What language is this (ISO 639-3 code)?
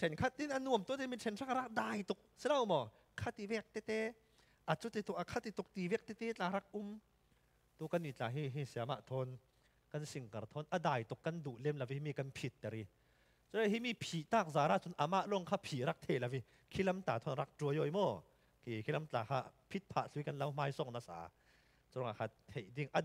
cfm